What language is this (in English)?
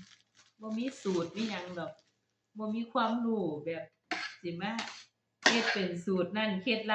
Northeastern Thai